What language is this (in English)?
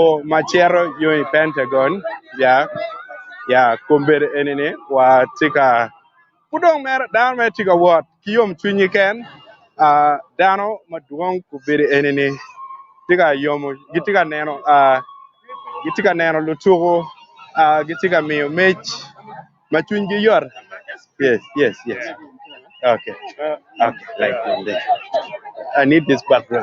Acoli